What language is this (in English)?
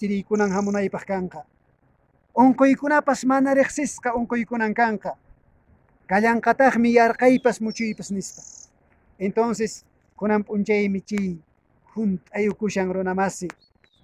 Quechua